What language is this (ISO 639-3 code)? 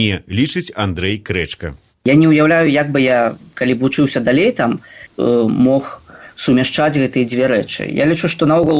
bel